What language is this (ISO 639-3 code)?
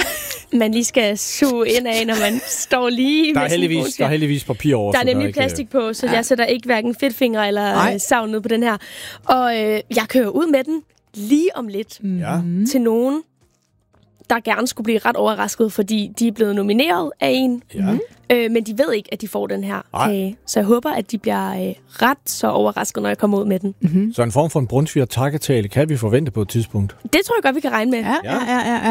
dan